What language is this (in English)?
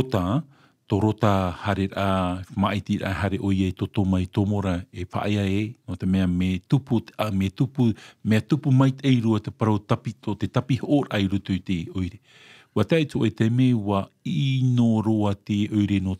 Tahitian